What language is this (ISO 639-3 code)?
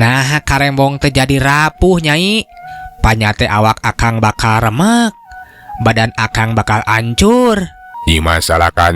sun